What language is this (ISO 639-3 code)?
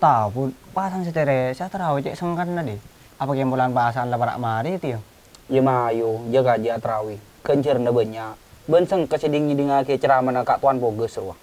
mad